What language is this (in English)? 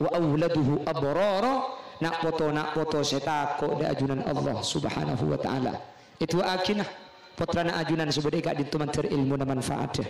Madurese